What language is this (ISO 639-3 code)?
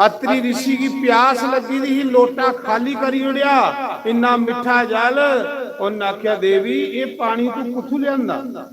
doi